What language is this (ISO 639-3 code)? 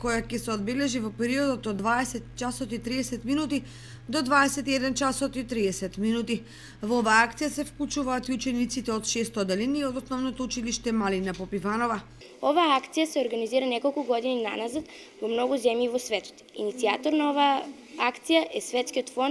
mkd